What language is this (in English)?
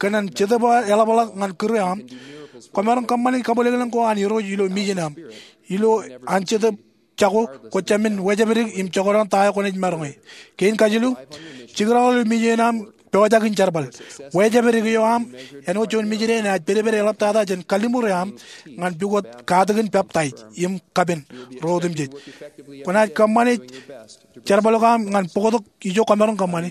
Marshallese